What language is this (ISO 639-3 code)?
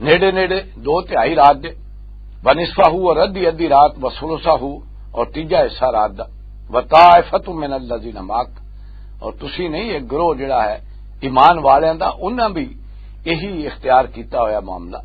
lah